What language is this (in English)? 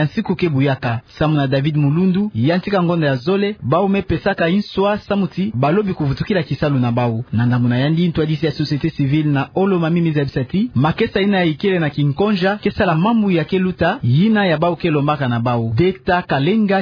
Kituba (Democratic Republic of Congo)